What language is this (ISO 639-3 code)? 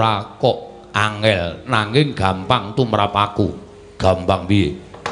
jav